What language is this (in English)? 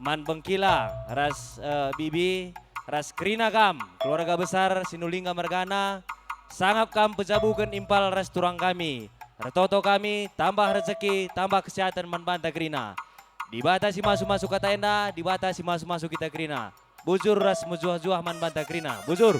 Batak Karo